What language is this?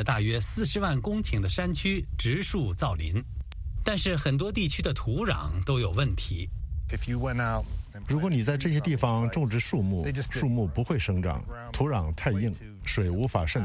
Chinese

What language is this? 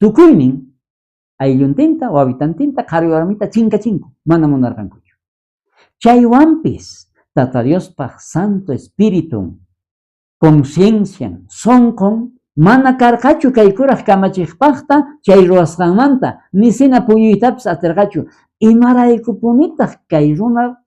South Bolivian Quechua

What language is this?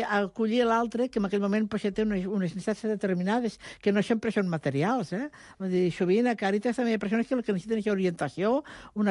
Catalan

